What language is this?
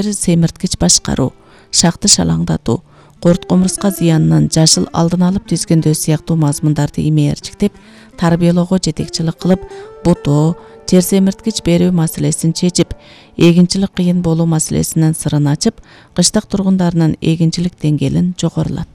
Kyrgyz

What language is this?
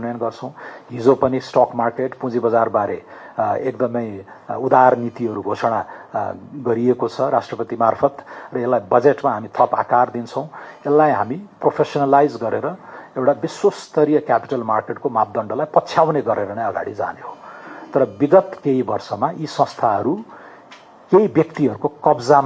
Nepali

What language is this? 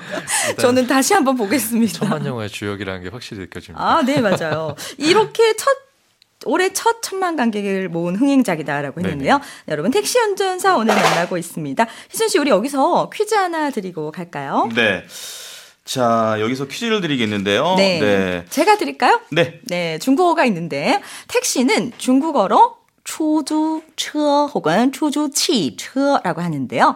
Korean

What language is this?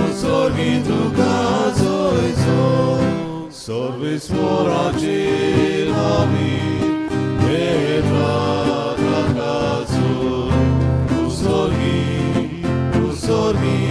Konkani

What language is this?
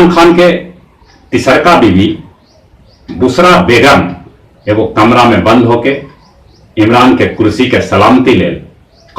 Magahi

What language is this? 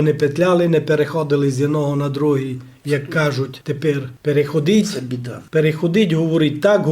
Rusyn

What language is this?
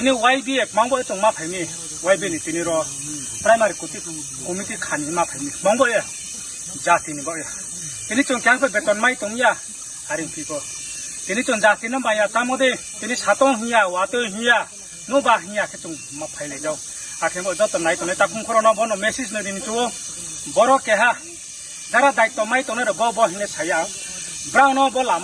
Riang (India)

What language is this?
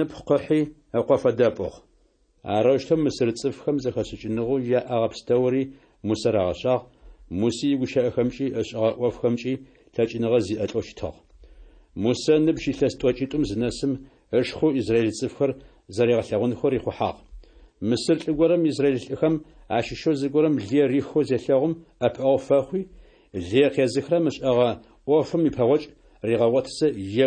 Adyghe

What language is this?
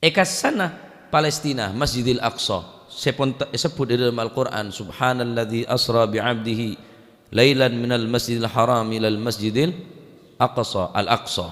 Madurese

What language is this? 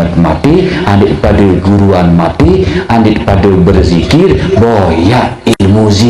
Sasak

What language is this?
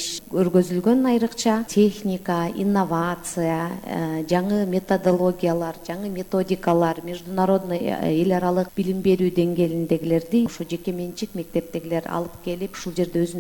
Kyrgyz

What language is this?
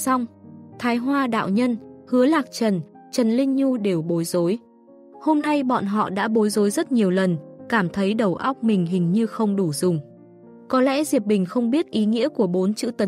Vietnamese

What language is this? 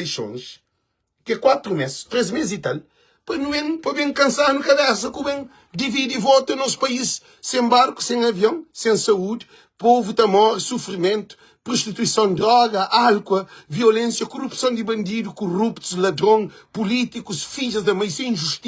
Kabuverdianu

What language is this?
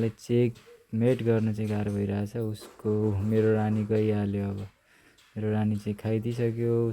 Nepali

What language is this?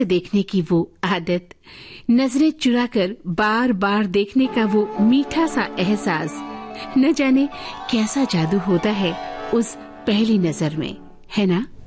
Hindi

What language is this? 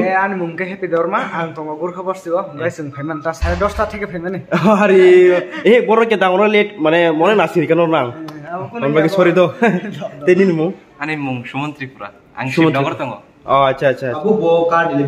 Kok Borok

